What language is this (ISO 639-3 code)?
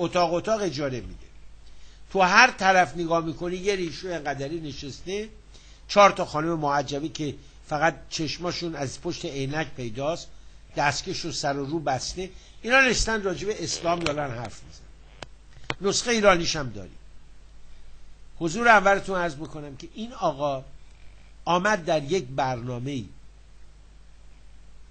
fas